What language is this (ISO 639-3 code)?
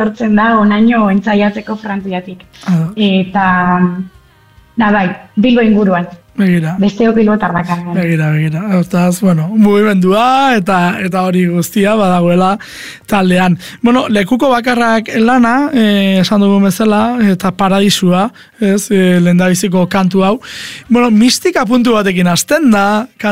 eus